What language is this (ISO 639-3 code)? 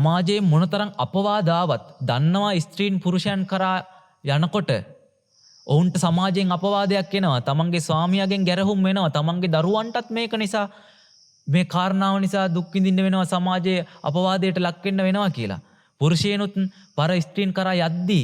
sin